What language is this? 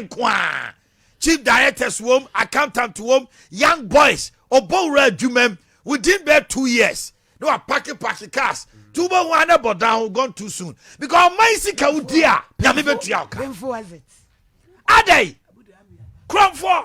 Akan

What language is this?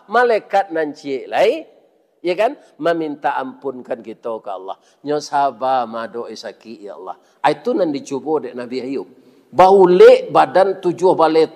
Minangkabau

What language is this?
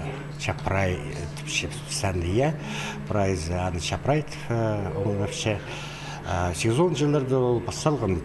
Khakas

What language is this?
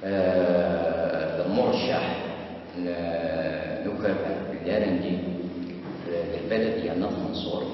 Kabyle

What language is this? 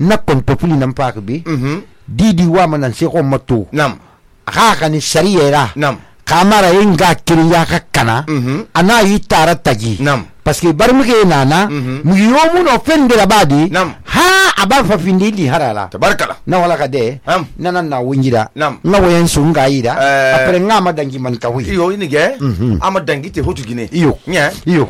Susu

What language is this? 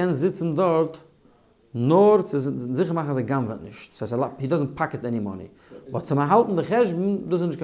Yiddish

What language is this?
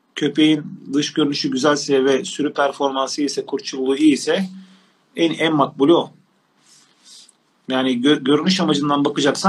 Turkish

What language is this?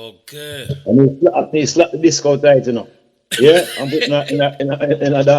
Jamaican Creole English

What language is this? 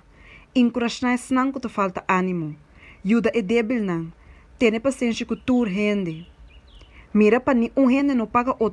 Papiamento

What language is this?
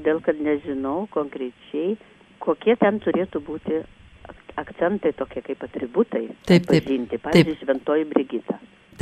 Lithuanian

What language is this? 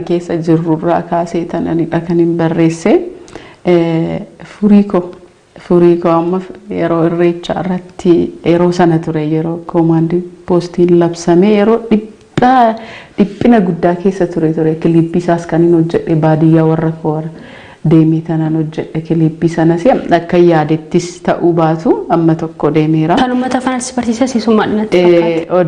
Oromo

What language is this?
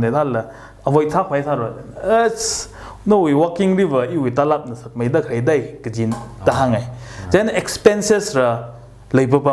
Tangkhul Naga (India)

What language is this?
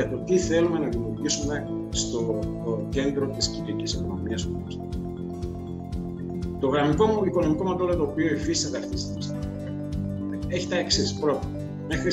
Greek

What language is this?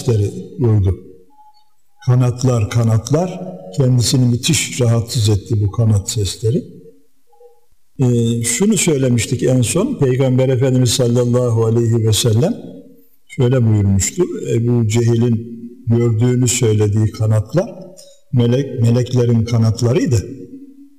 Turkish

